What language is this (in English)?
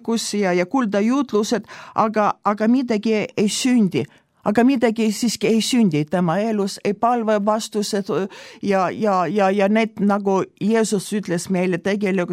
Estonian